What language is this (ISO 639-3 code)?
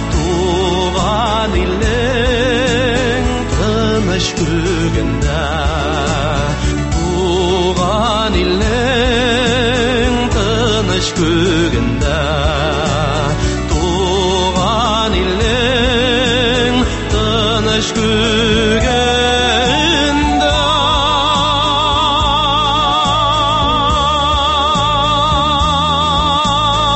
tat